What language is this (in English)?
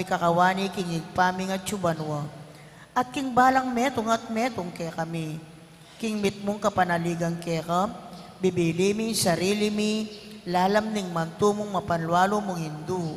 Pampanga